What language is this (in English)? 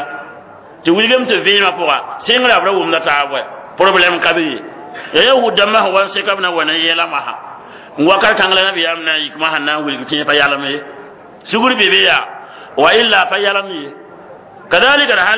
Mossi